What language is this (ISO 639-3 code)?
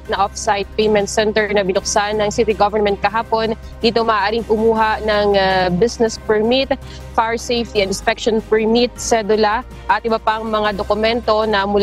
fil